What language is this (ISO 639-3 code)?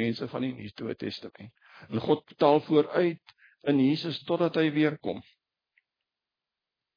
afr